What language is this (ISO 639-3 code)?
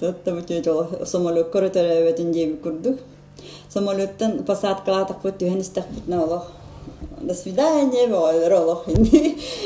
sah